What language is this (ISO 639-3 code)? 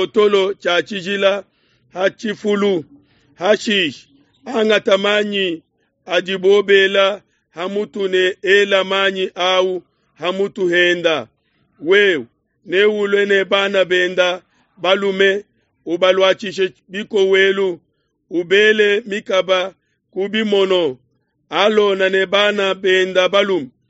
lua